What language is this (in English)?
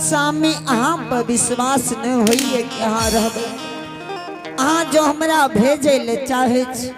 Angika